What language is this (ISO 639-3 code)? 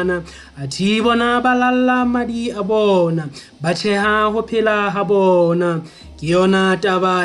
sot